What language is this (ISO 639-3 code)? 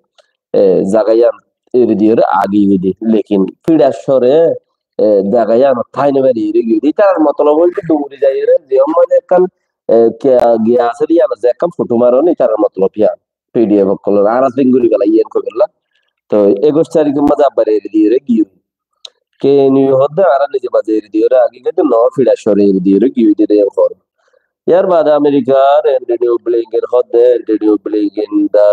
rhg